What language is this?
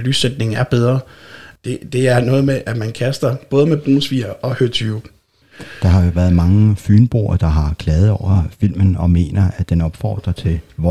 Danish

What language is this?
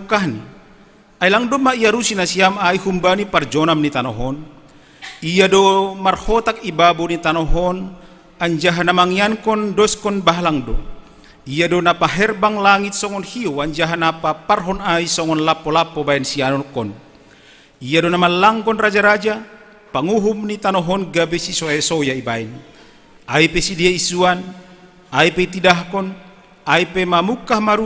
Batak Simalungun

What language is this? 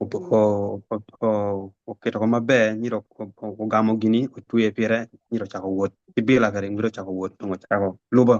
Acoli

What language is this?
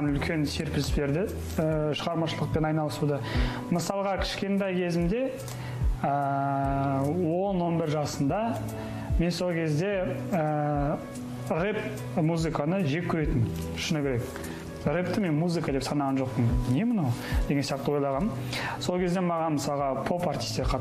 Kazakh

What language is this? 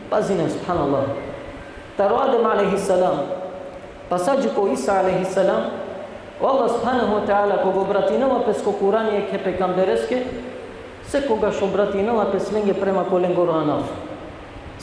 Balkan Romani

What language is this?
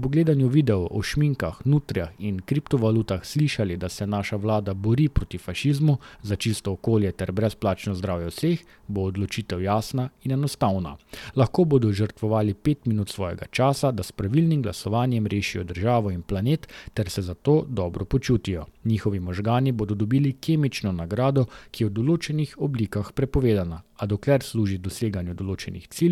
Slovenian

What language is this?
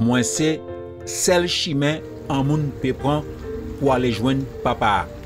Guadeloupean Creole French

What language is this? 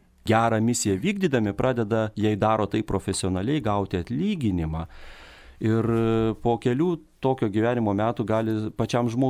Lithuanian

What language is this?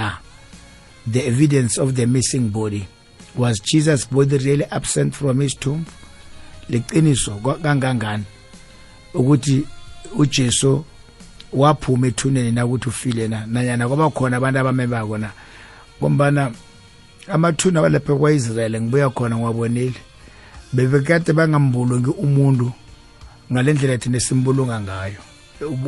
South Ndebele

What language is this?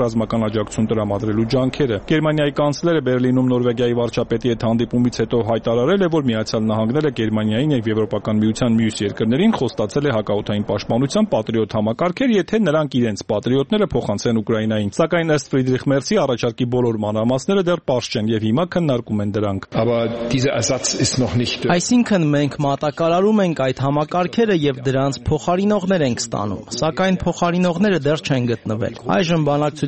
Armenian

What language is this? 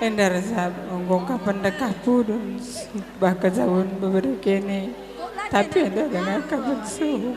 Batak Karo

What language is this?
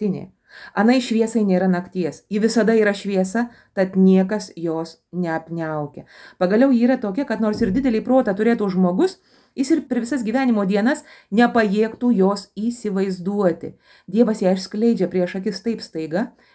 Lithuanian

